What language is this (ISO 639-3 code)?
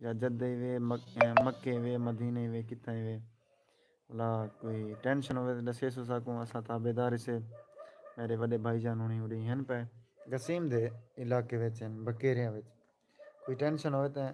skr